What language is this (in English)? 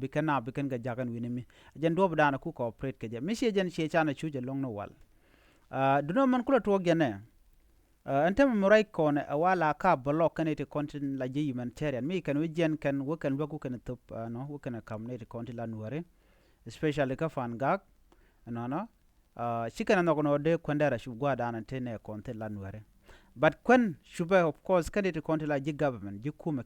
Nuer